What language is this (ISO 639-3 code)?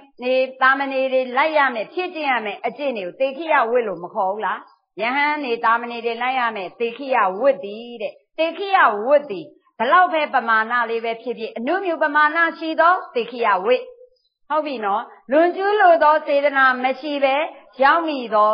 mya